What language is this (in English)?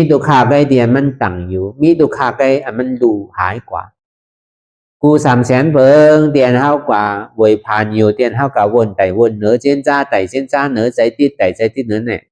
Shan